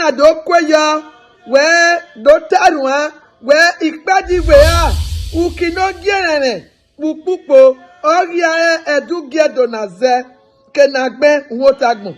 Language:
Bini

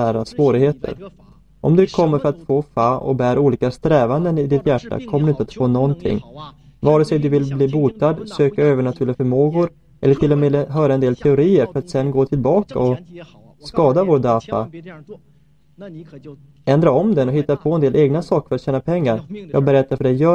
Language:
Swedish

